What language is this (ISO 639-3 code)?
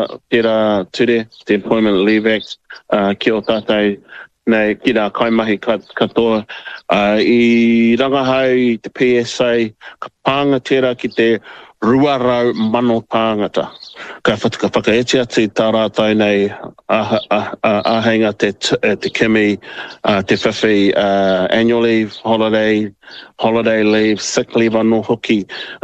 mri